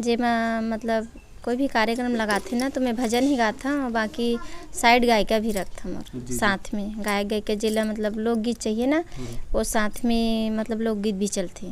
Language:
Chhattisgarhi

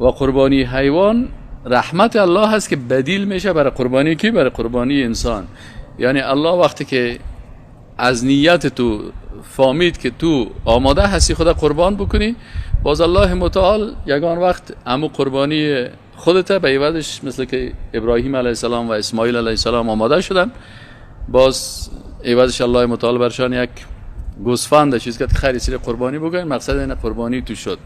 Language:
Persian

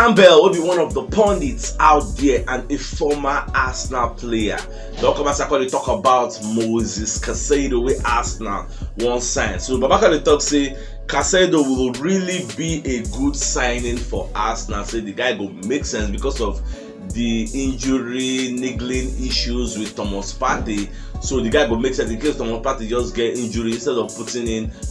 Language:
Nigerian Pidgin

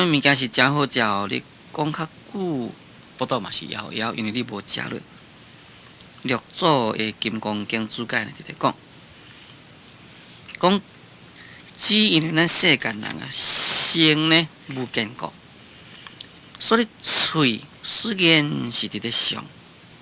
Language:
Min Nan Chinese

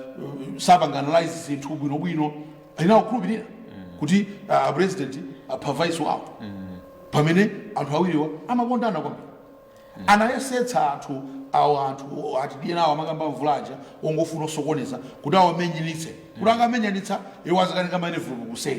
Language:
Nyanja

